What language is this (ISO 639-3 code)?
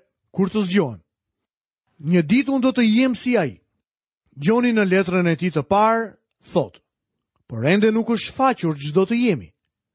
sqi